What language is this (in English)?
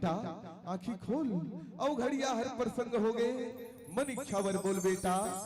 Chhattisgarhi